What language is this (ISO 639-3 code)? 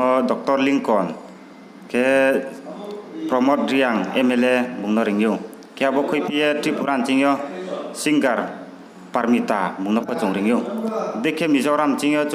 ria